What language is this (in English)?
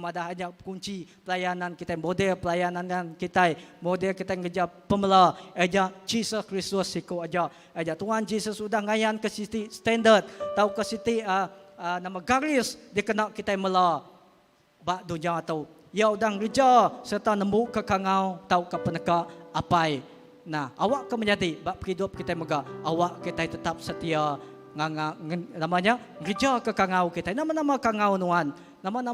Iban